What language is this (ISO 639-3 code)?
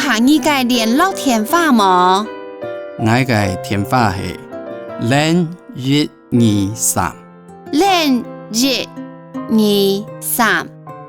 hak